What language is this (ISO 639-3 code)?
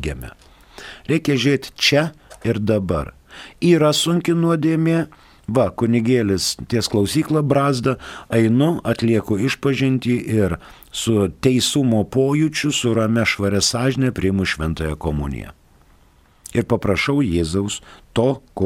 lit